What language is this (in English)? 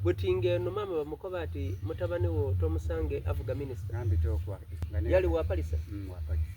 Soga